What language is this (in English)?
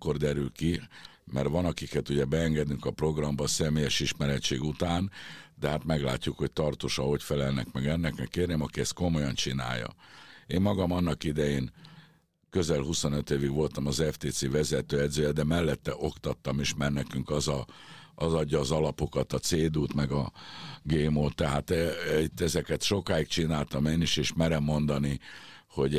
Hungarian